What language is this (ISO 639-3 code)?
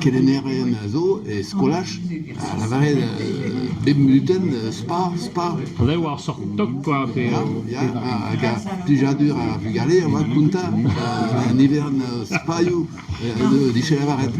bre